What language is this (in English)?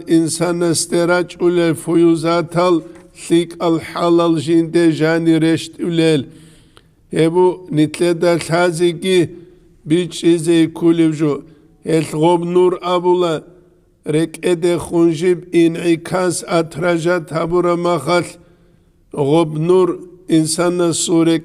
Avaric